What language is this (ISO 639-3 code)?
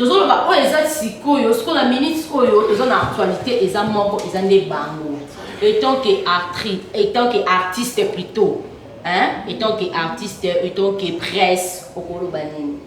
lin